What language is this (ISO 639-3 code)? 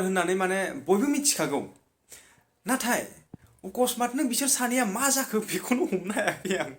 brx